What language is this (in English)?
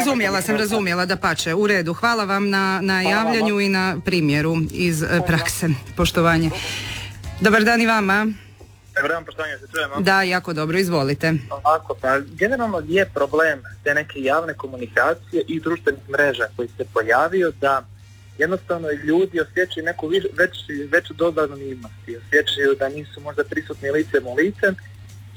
Croatian